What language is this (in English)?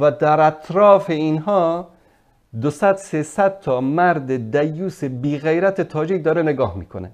Persian